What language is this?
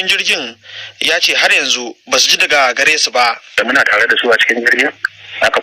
Hausa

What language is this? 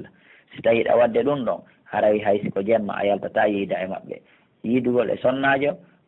Pular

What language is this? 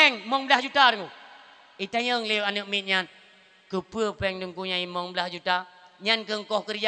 Achinese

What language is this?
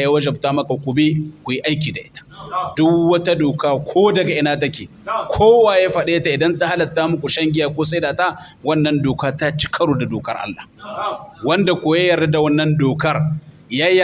Hausa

